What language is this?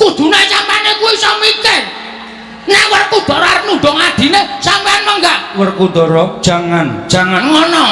Javanese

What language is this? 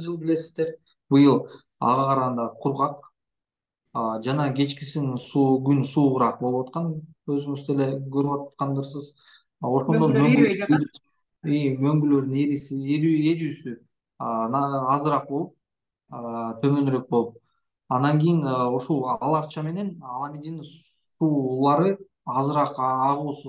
Kyrgyz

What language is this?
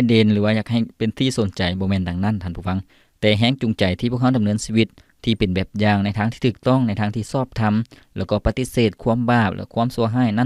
Lao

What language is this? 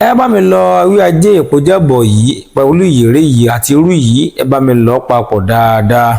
Yoruba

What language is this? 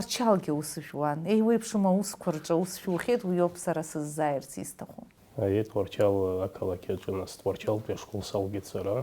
Abkhazian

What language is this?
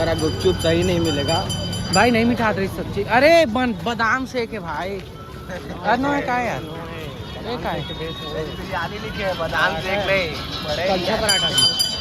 Chhattisgarhi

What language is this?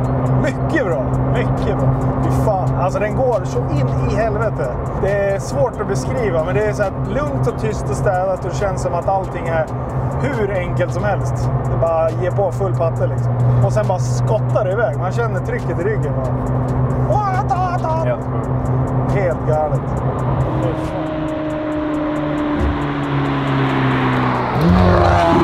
Swedish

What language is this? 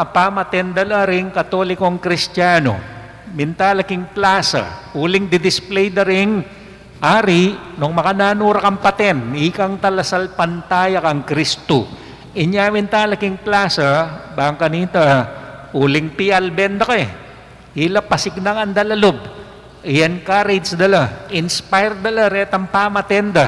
Pampanga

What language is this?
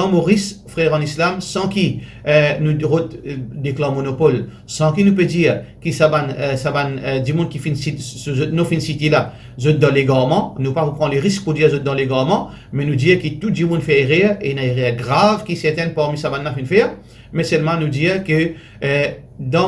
Morisyen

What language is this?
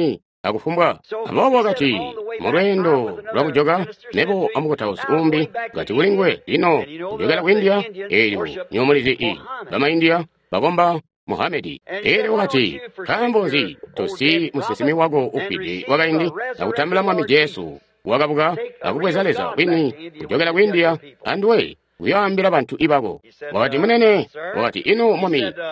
Tonga (Zambia)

